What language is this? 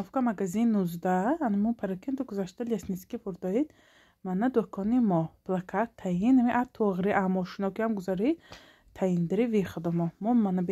Tajik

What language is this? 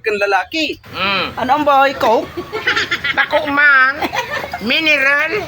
Bikol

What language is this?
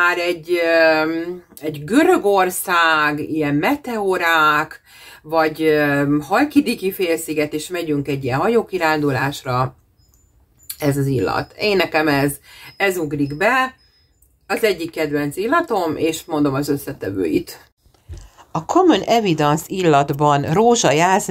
Hungarian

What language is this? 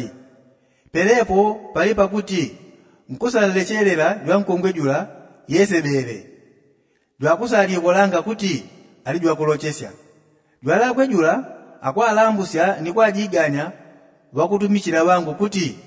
Yao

